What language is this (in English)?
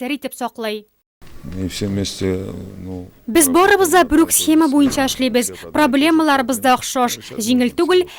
Tatar